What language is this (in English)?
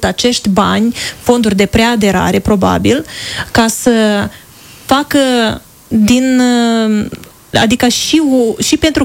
Romanian